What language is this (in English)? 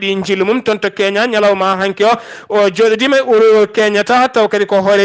Fula